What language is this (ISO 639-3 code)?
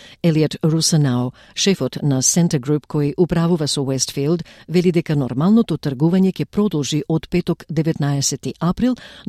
mkd